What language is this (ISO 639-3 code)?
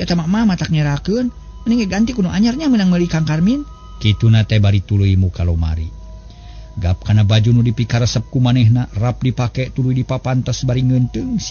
sun